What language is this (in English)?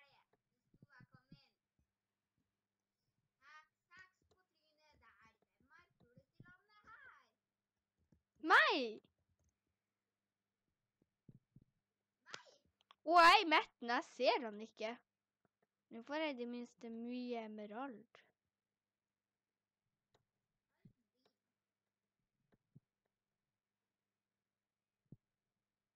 Norwegian